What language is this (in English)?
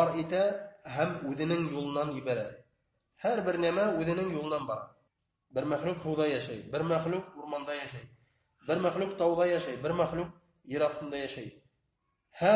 Bashkir